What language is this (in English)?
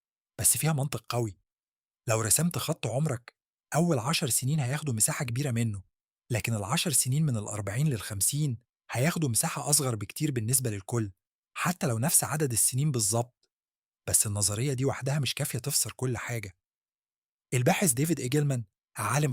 Egyptian Arabic